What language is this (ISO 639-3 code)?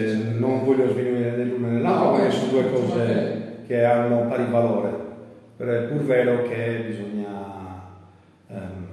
ita